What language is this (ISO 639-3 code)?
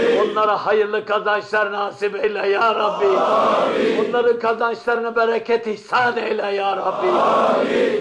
tur